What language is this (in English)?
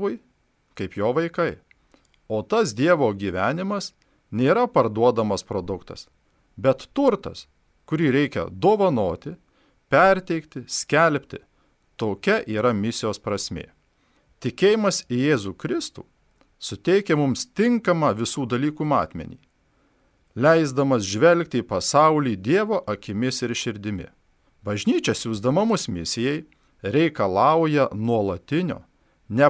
Lithuanian